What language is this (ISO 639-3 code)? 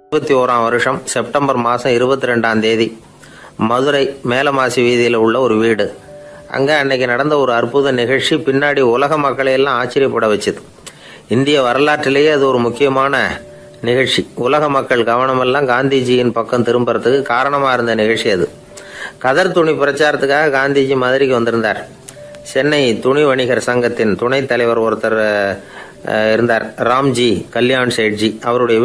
tam